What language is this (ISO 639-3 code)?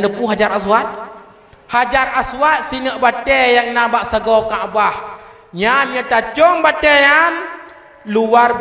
ace